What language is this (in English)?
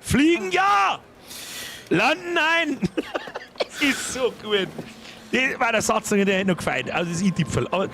Bavarian